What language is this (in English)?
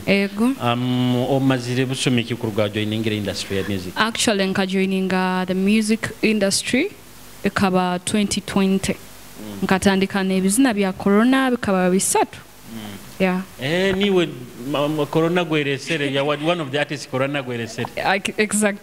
Nyoro